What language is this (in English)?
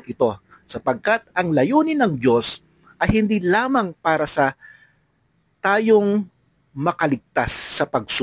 Filipino